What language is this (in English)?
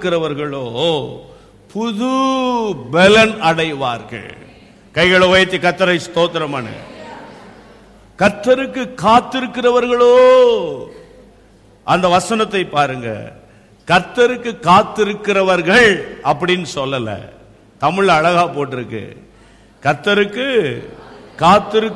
Tamil